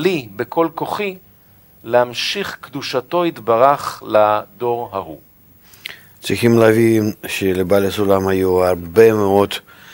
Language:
Hebrew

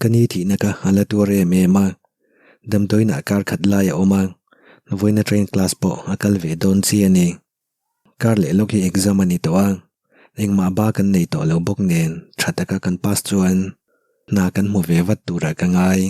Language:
Mizo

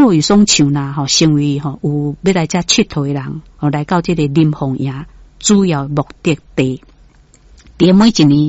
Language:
Min Nan Chinese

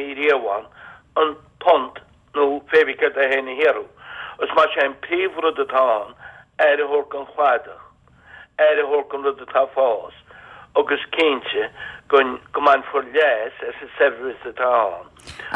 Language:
Irish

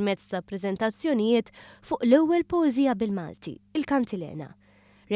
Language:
Maltese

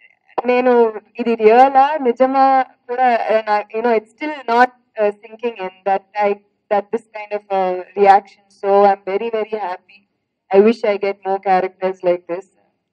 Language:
Telugu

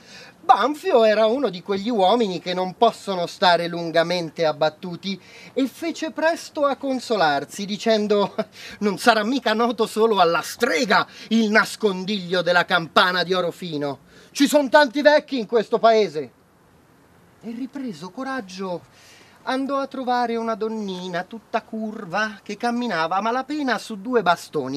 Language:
Italian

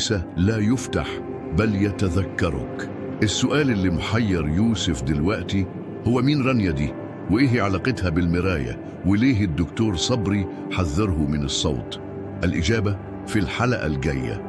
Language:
Egyptian Arabic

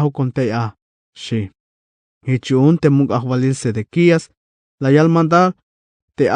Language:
Tzeltal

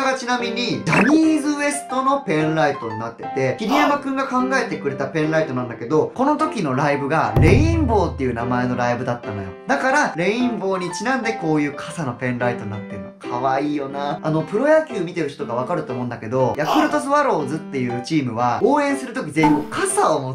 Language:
Japanese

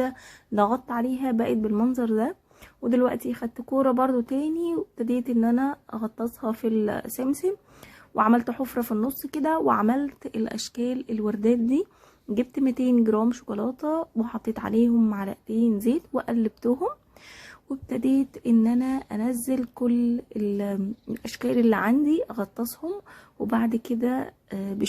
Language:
Egyptian Arabic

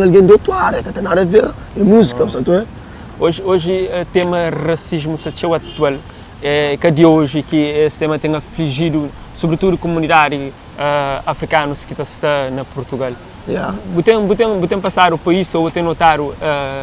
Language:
Kabuverdianu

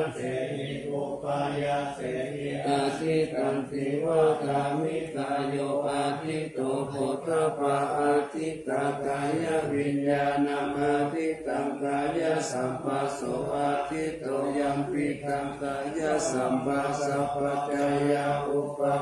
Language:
Pali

